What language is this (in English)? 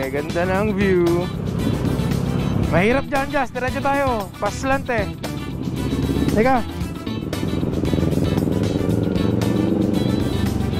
Filipino